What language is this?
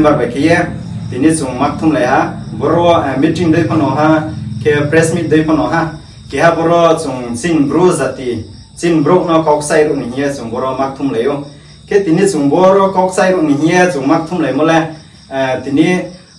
Riang (India)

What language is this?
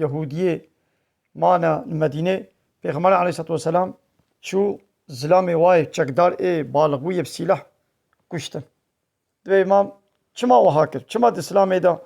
Kurdish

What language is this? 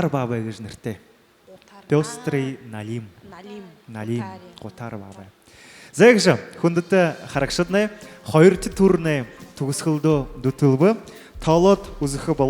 Buriat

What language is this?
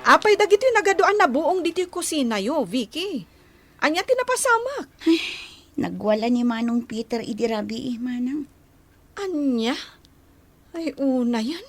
Iloko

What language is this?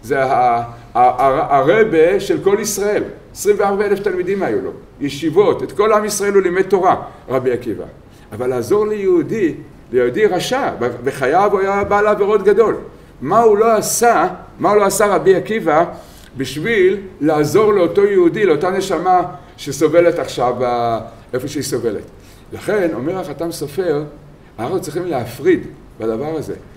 Hebrew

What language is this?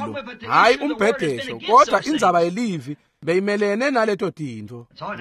Swati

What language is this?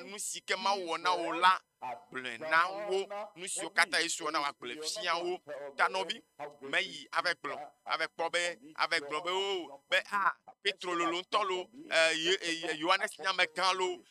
Ewe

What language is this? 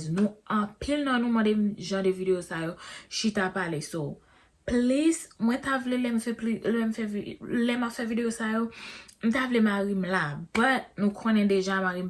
Haitian Creole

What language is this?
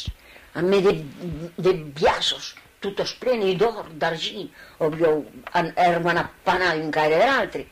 Occitan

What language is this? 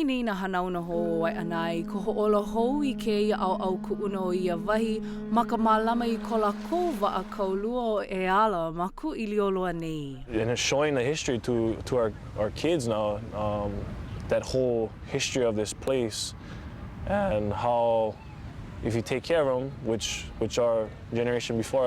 Hawaiian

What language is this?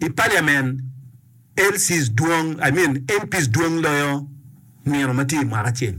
Acoli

